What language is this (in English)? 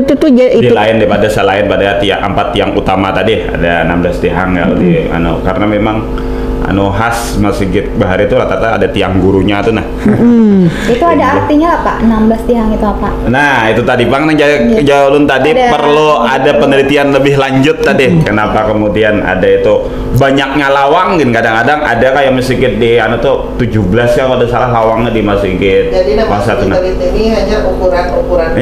Banjar